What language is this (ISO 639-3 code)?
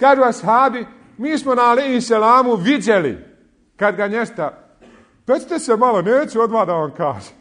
bos